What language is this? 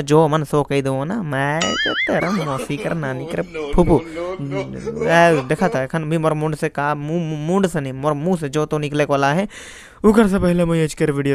Sadri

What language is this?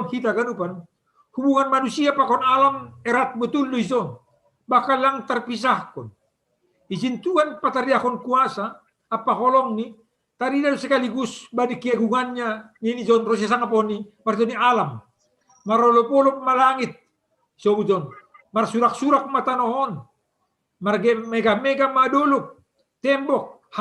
Batak Simalungun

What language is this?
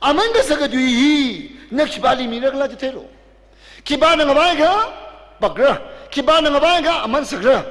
Tangkhul Naga (India)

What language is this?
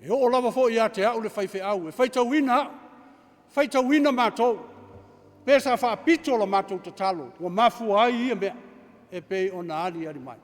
Samoan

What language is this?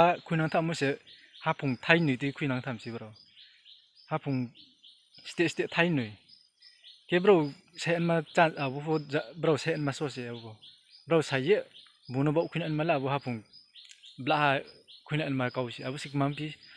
Riang (India)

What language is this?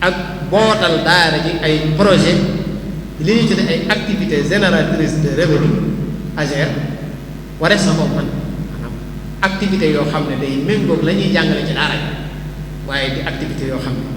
Wolof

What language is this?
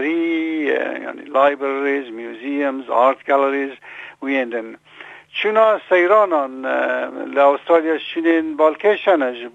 Kurdish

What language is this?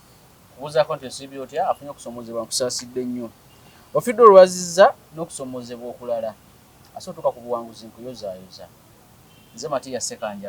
Ganda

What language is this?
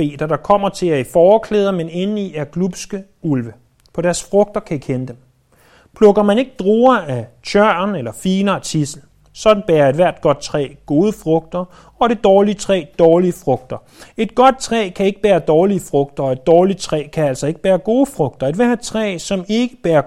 Danish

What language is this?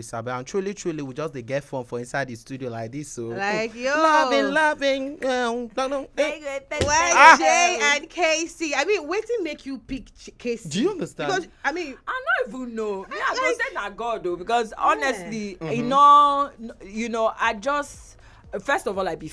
Nigerian Pidgin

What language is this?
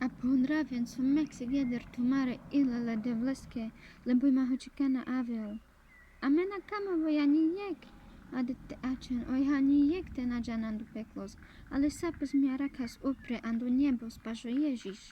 Carpathian Romani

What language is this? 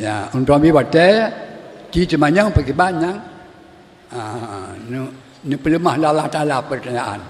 Achinese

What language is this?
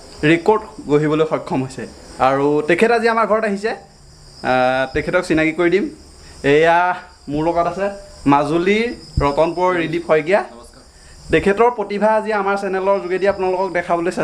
Assamese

